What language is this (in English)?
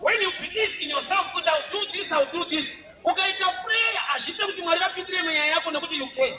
Shona